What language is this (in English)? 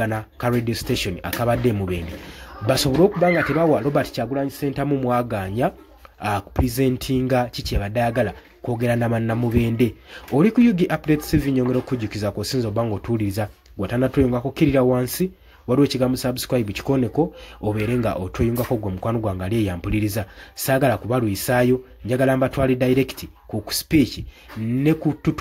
Ganda